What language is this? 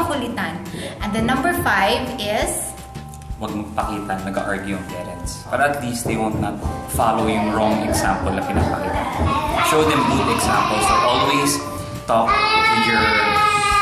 Filipino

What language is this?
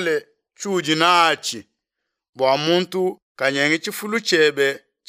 Luba-Lulua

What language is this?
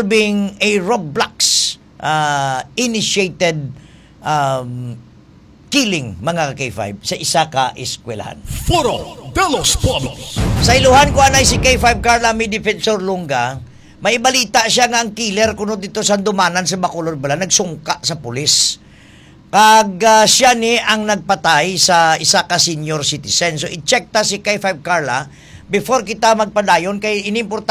Hiligaynon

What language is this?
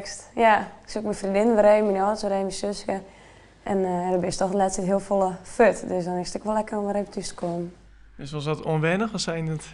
Western Frisian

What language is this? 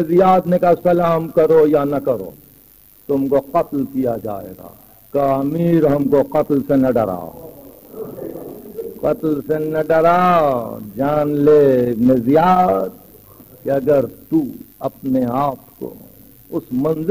Urdu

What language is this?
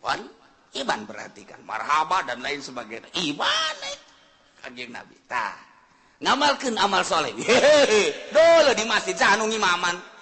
Sundanese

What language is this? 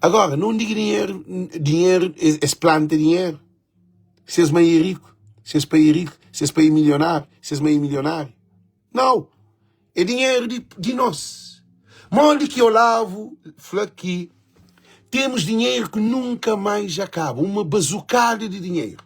Kabuverdianu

